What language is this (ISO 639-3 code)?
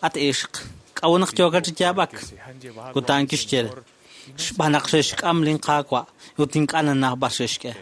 kek